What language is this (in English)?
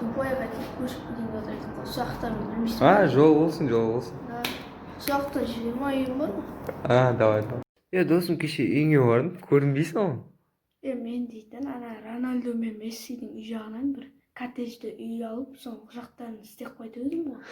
Kazakh